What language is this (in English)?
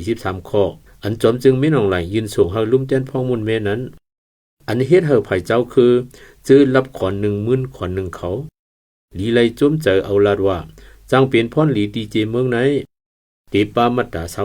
Shan